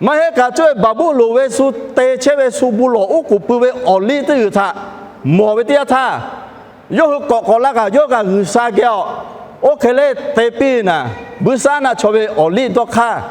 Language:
Lahu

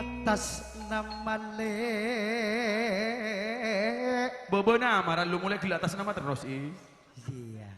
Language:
Madurese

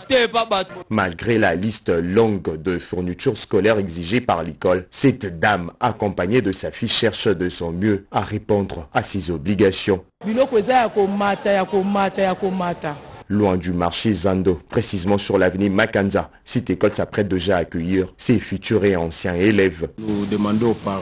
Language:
French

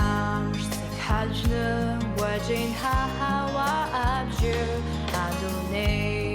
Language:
Abkhazian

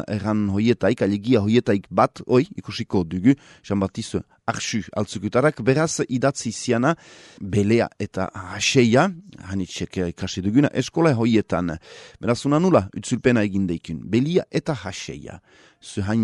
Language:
Basque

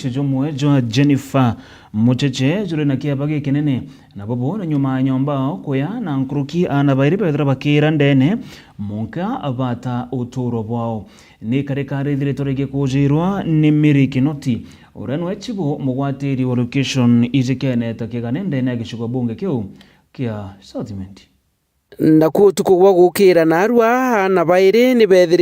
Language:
Meru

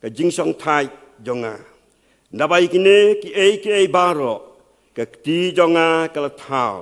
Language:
Khasi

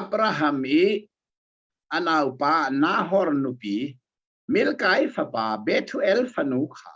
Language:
Hakha Chin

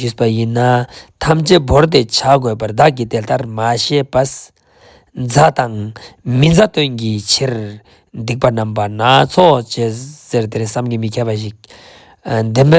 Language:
Ladakhi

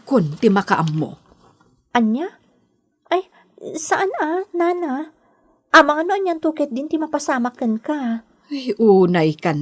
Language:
Iloko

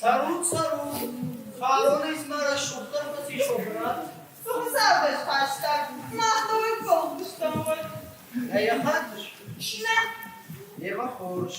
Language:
Ossetic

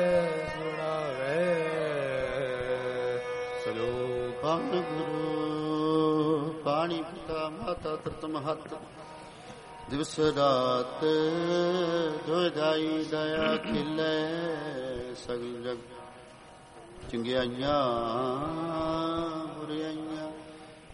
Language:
Punjabi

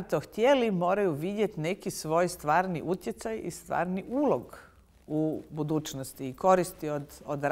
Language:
Bosnian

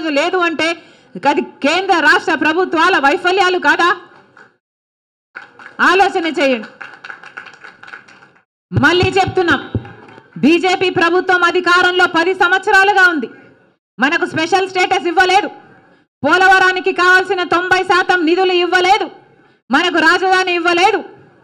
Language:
Telugu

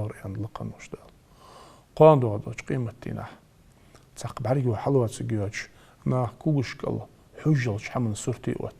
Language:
Ingush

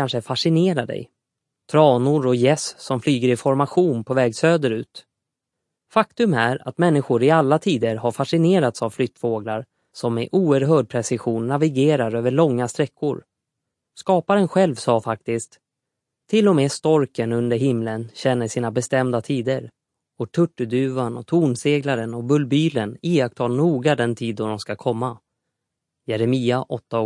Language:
Swedish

